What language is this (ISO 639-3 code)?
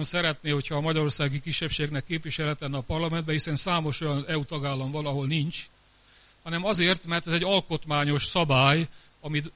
hun